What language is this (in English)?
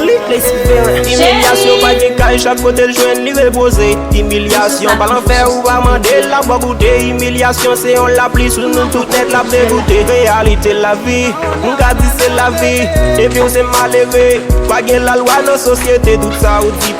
Haitian Creole